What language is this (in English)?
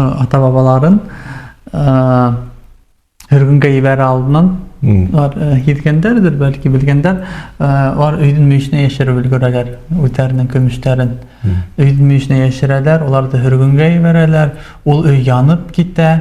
Bashkir